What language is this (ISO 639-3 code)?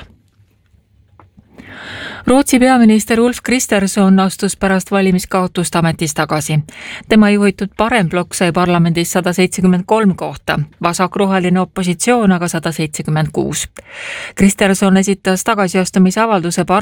est